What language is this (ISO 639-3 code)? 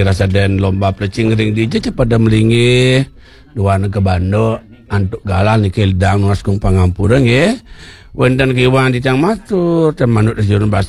ban